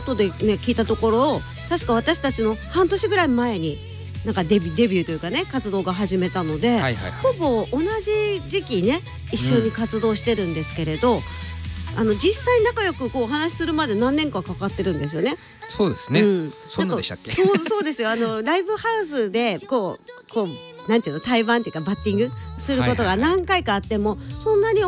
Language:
Japanese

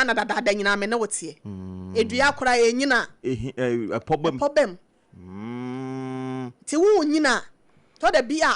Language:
Akan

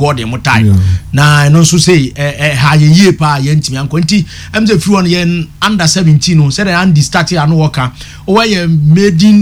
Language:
Akan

